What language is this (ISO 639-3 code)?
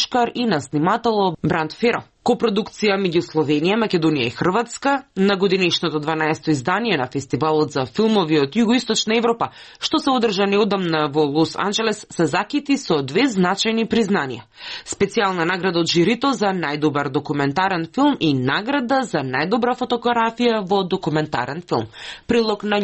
mkd